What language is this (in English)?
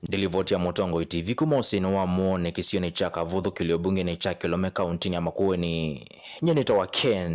Kamba